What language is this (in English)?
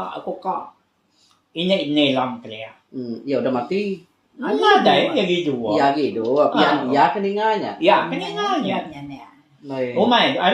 Iban